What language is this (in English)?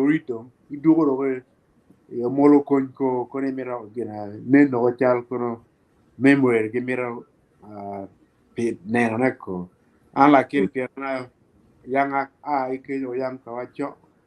Acoli